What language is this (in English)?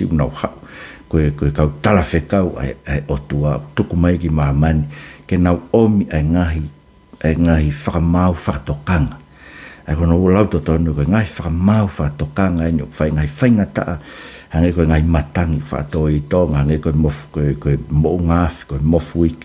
Tongan